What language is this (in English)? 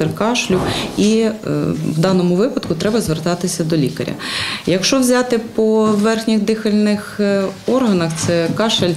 Ukrainian